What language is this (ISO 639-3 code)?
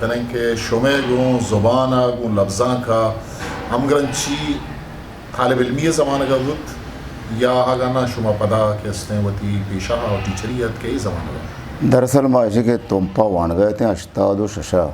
bgp